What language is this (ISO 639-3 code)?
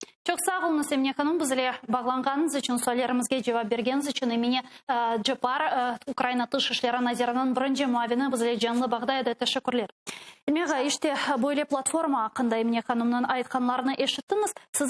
crh